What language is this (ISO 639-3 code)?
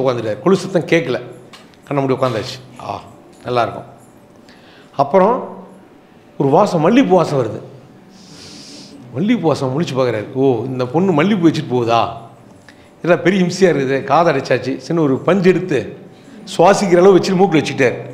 tam